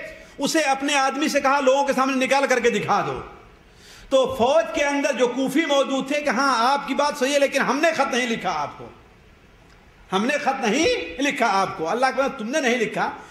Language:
Urdu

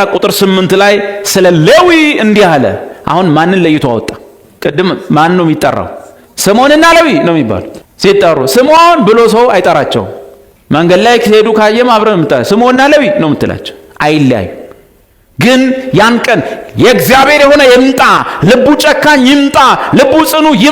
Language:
Amharic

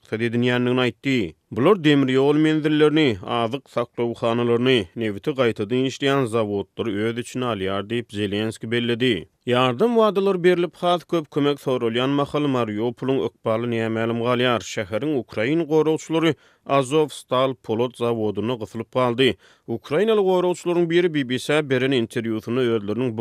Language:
Turkmen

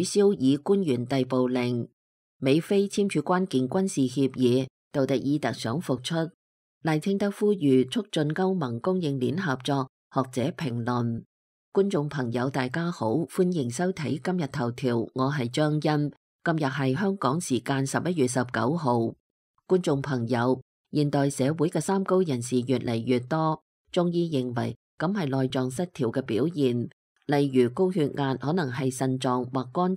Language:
Cantonese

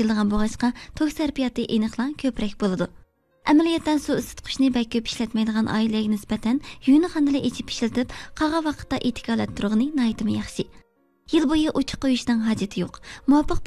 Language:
Uyghur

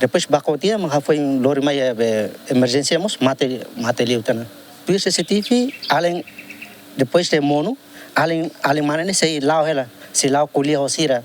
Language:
Tetum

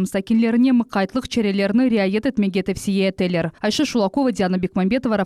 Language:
Crimean Tatar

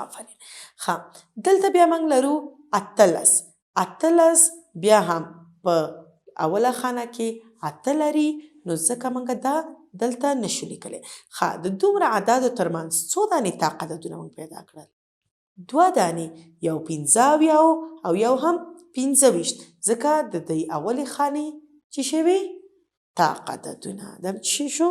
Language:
Pashto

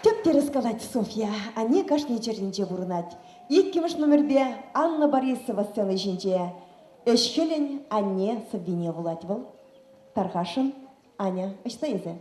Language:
Chuvash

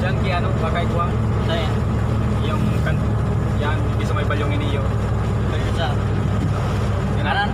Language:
Bikol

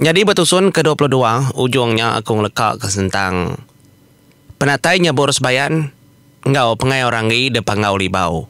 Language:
Iban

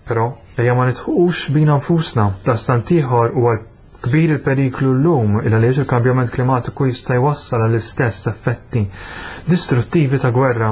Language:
Maltese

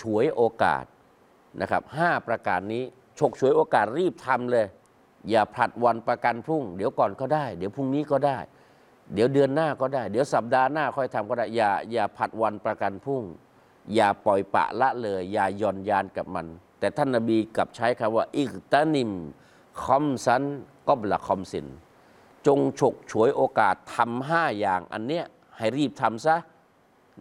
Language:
Thai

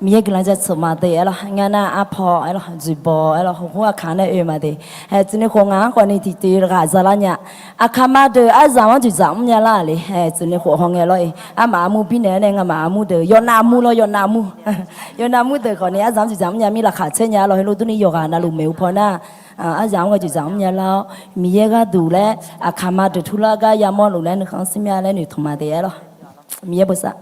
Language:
Akha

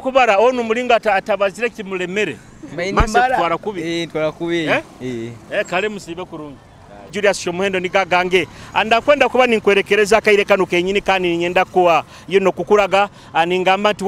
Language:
Nyoro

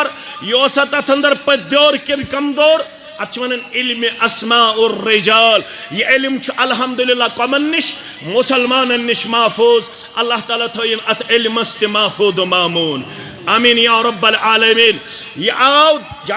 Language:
Kashmiri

